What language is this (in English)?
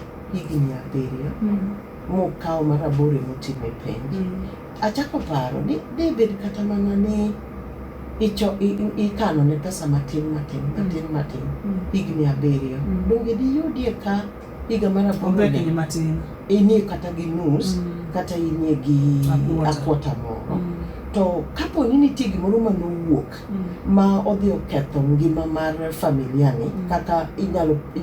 Luo (Kenya and Tanzania)